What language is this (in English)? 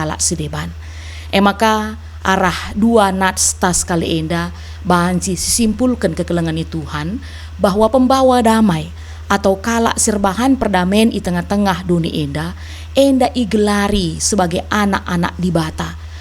Batak Karo